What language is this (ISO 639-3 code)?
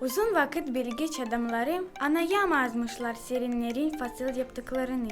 gag